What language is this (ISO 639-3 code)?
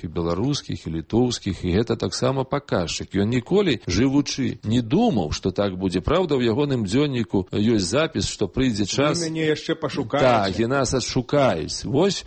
bel